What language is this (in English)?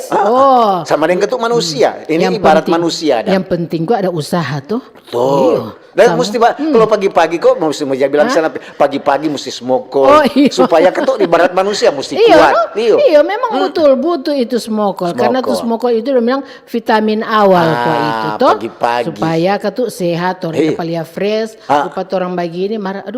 Manado Malay